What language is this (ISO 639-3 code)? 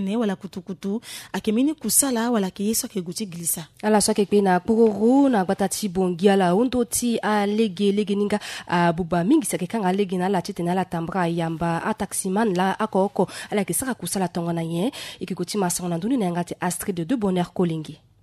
sag